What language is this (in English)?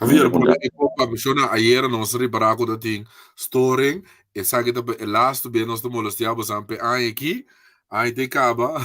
Papiamento